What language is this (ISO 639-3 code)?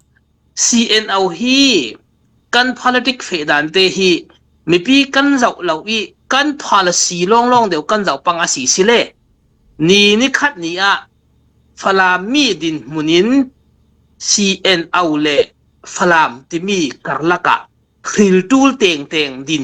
cfm